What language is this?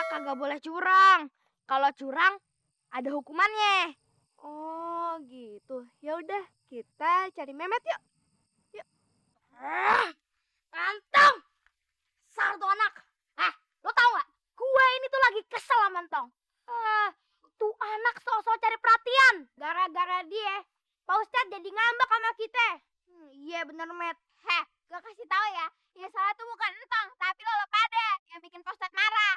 Betawi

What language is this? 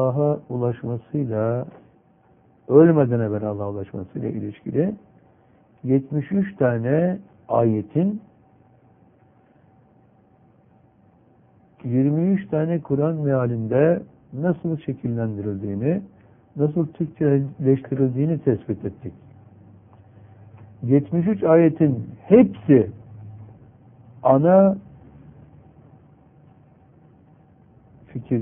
Turkish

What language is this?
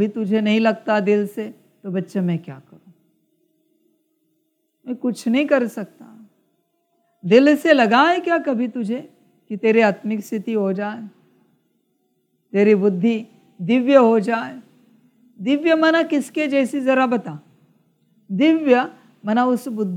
Hindi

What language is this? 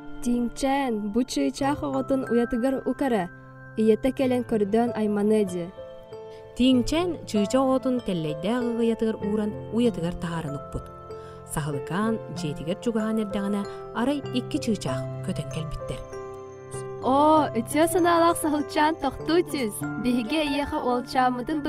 Yakut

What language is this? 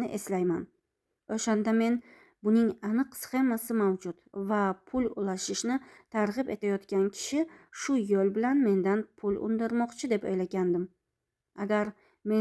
Uzbek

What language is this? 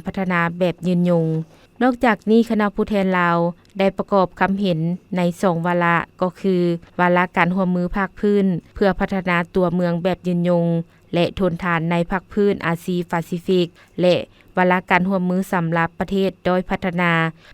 Lao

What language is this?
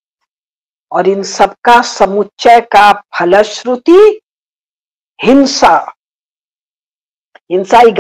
Hindi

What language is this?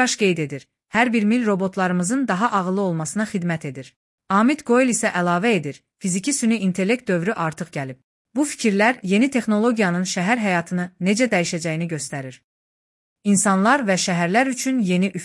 Azerbaijani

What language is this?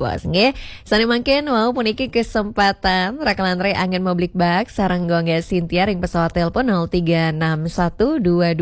Balinese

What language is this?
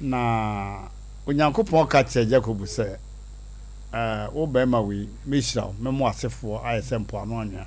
Akan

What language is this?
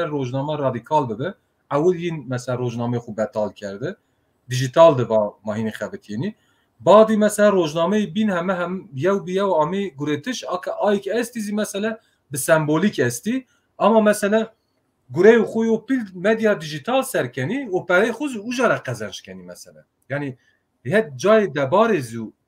Zaza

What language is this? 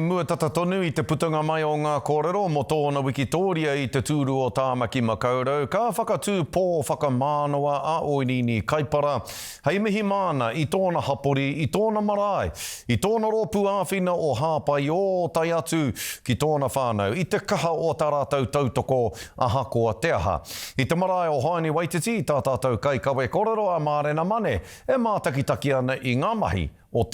Māori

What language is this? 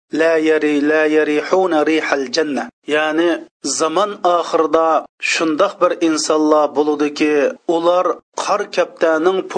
Uyghur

